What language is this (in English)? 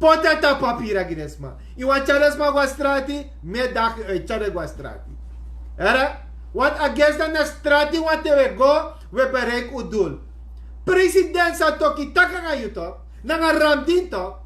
Sranan Tongo